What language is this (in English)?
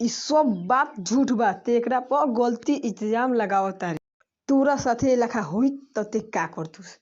Bhojpuri